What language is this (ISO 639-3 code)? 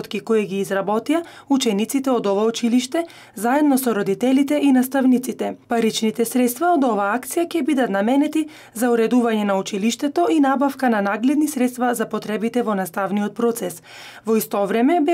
mkd